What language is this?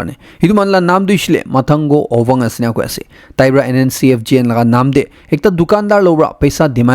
Naga Pidgin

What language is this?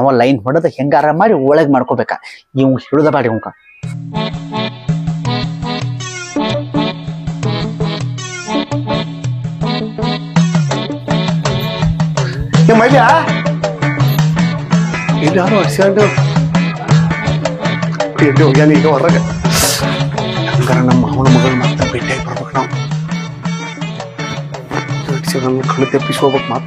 Kannada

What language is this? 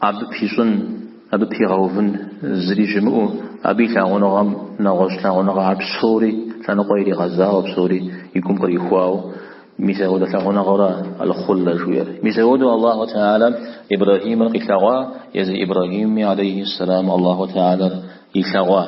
Kabardian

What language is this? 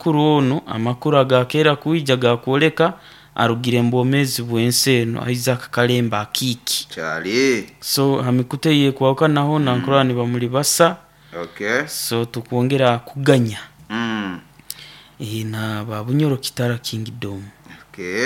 Nyoro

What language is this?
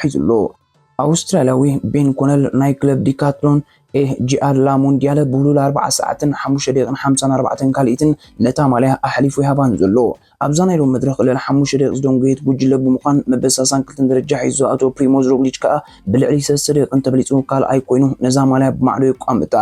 Tigrinya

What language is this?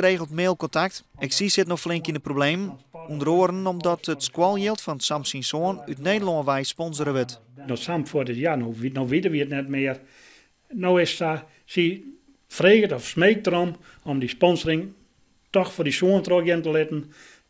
Western Frisian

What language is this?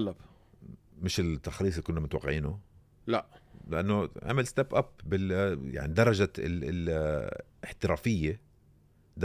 North Levantine Arabic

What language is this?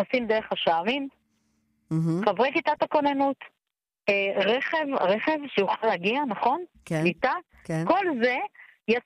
Hebrew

